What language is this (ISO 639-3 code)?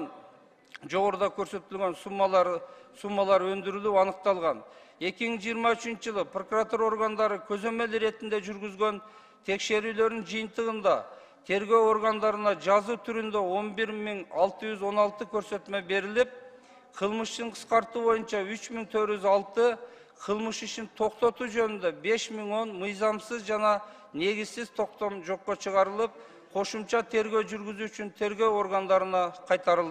kir